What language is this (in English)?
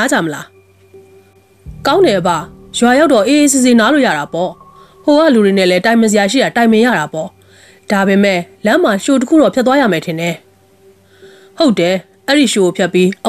Burmese